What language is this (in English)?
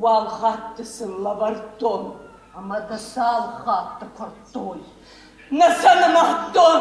Ossetic